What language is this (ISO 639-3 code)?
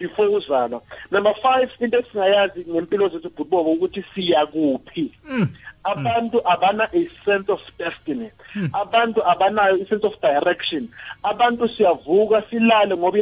nbl